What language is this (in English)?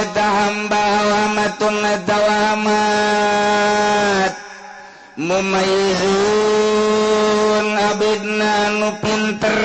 Sundanese